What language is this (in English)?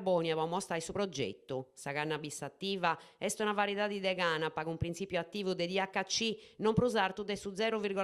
Sardinian